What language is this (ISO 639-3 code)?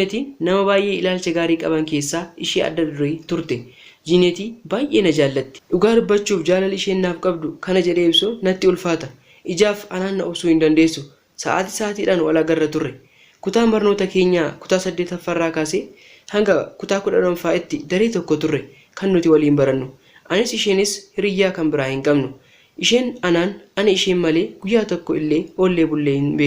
orm